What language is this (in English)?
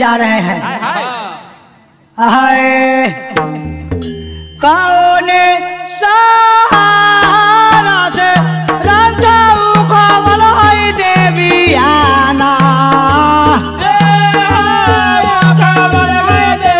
Bhojpuri